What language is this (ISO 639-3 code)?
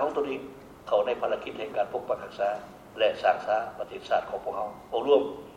lao